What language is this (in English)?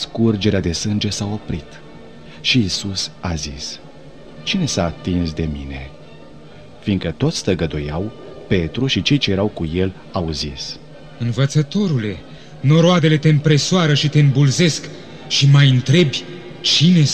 Romanian